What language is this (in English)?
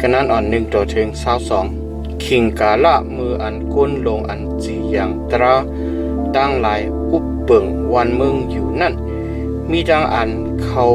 Shan